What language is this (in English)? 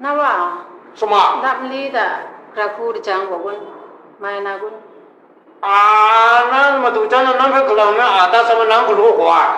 Kachin